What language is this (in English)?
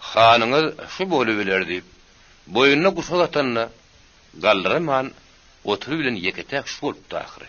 Turkmen